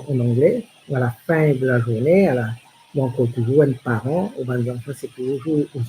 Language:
Morisyen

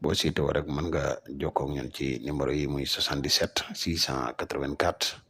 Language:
Wolof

